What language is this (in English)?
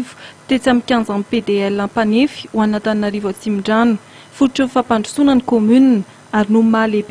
Malagasy